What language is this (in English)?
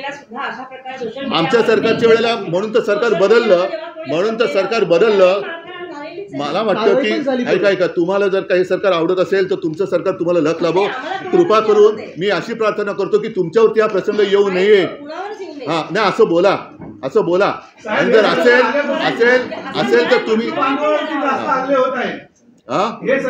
Marathi